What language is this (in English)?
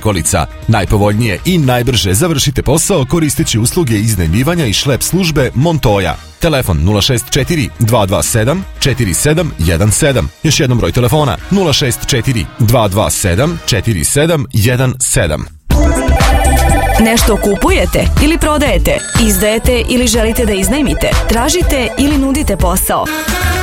Serbian